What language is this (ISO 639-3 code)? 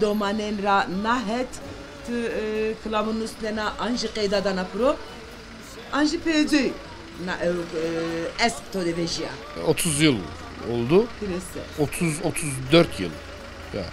zza